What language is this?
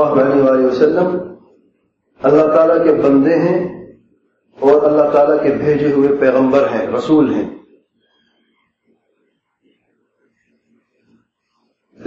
Urdu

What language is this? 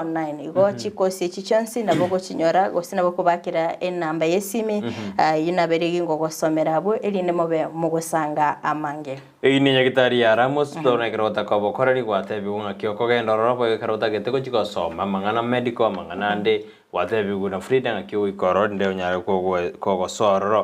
Gusii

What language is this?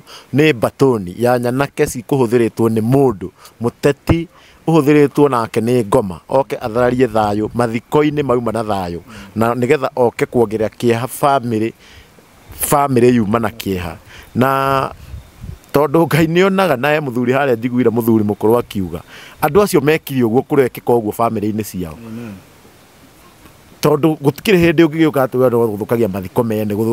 Kikuyu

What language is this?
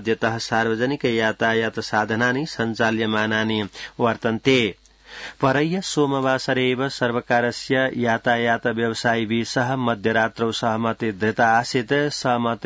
Sanskrit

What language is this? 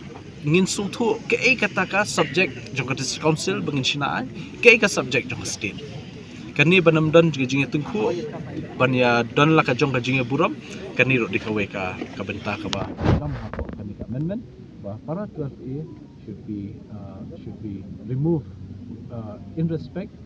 Khasi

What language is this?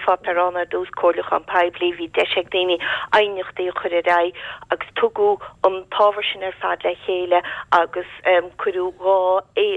Irish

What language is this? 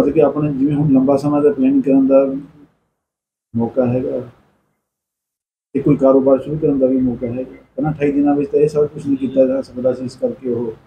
Punjabi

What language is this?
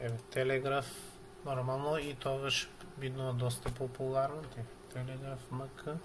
Macedonian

